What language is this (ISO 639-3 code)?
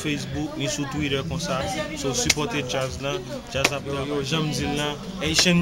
hat